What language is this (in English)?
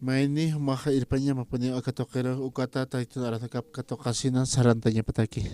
Aymara